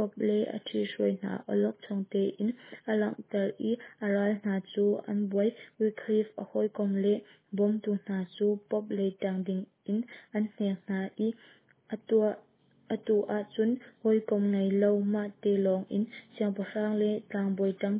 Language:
Hakha Chin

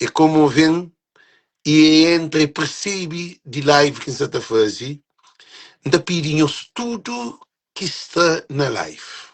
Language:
Kabuverdianu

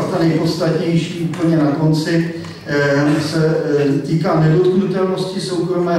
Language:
Czech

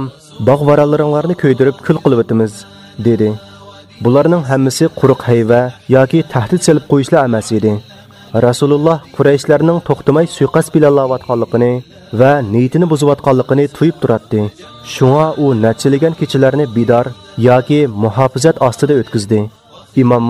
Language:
Uyghur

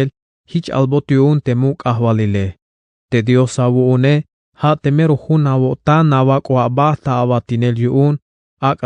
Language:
Tzeltal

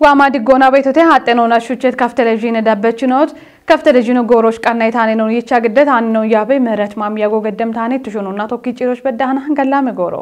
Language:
Kafa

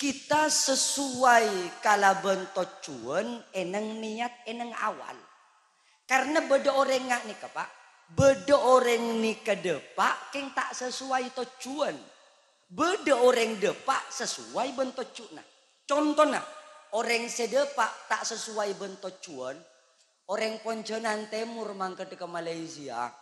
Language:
Madurese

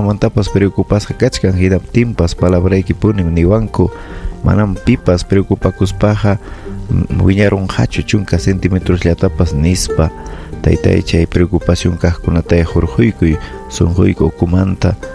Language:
Ayacucho Quechua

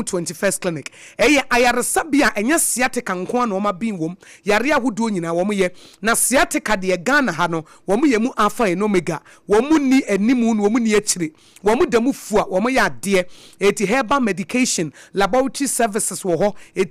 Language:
Akan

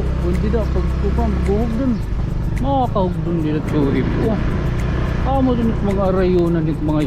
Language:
Waray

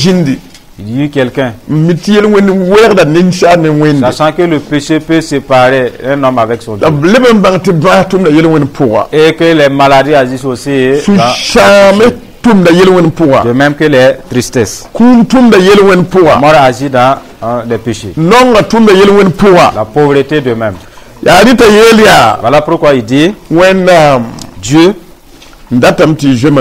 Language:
Mossi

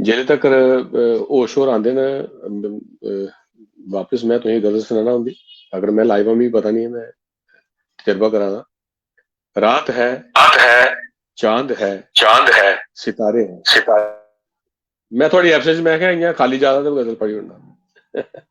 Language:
Dogri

